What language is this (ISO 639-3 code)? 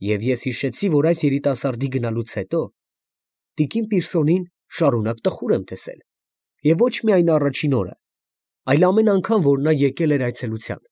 hye